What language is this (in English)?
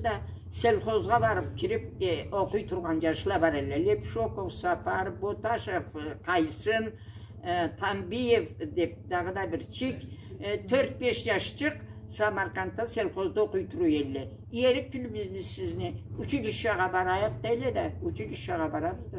Karachay-Balkar